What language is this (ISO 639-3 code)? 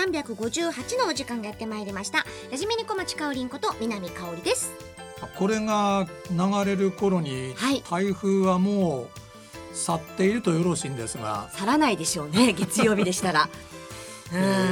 jpn